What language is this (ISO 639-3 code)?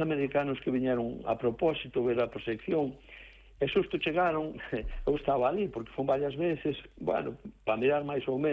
glg